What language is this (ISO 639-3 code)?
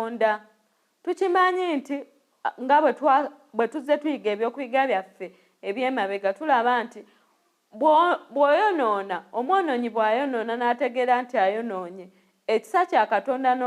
lug